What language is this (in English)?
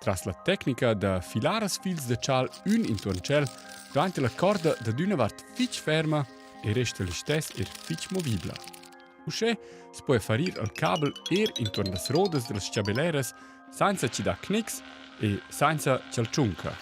Romansh